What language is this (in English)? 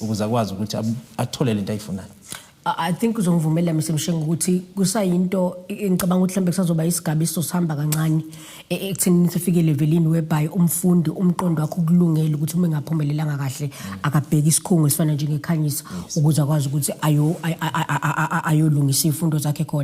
Zulu